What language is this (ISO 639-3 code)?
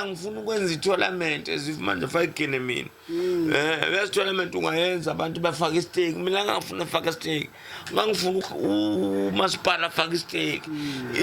zul